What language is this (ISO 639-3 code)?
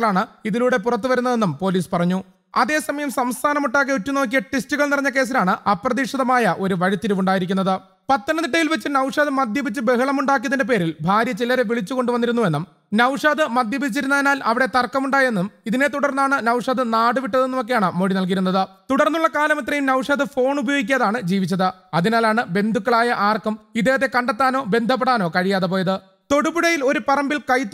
mal